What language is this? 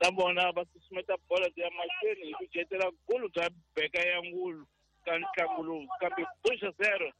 Tsonga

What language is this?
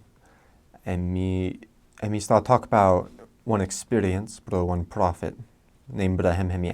Bislama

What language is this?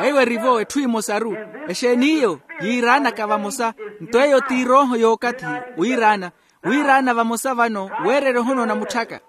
Makhuwa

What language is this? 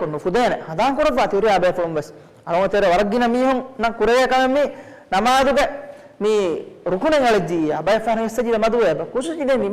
Divehi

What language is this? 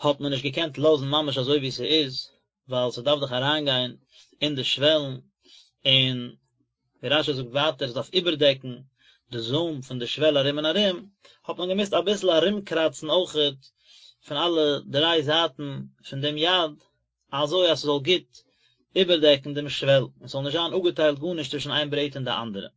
Yiddish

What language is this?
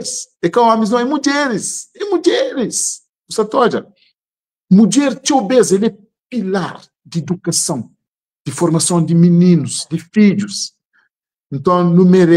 Kabuverdianu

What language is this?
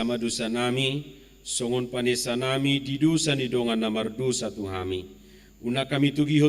Batak Toba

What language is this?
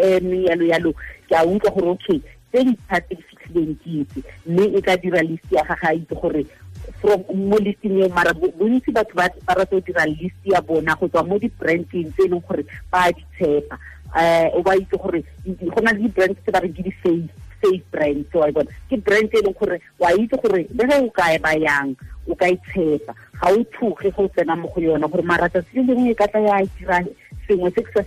Tswana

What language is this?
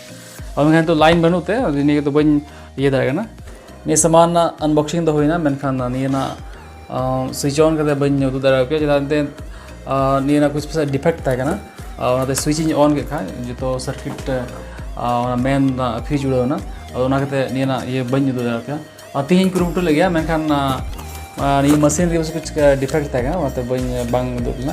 Santali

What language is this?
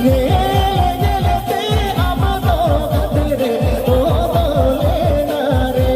Santali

